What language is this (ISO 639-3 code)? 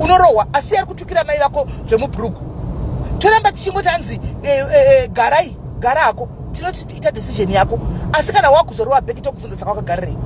sna